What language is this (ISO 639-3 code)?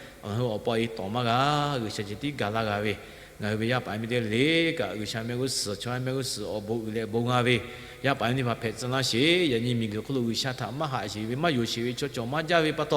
lhu